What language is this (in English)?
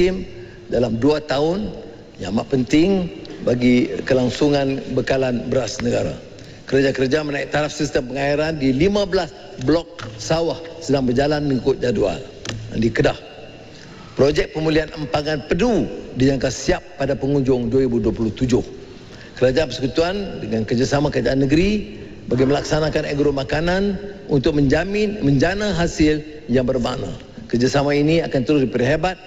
Malay